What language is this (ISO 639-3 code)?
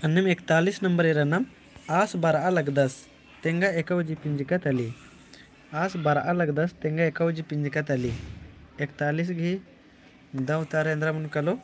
kru